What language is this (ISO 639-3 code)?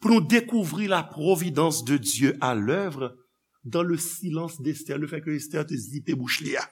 hat